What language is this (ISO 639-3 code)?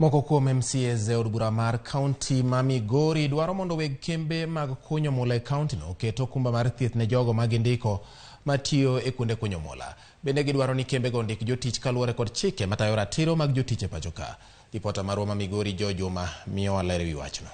luo